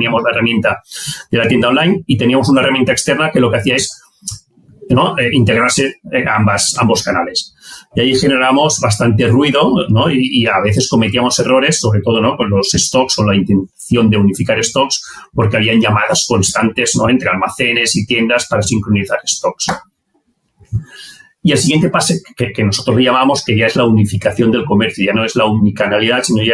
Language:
Spanish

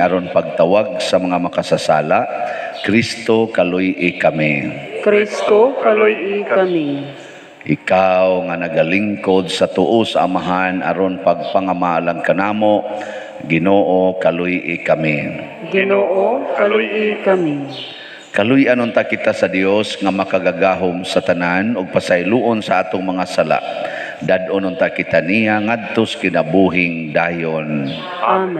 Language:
Cebuano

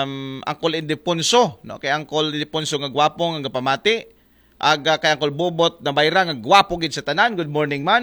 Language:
Aklanon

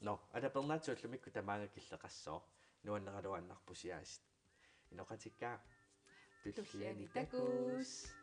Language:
Kalaallisut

